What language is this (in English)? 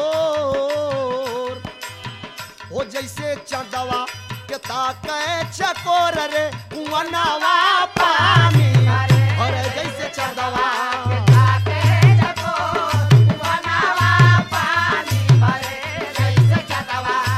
Bhojpuri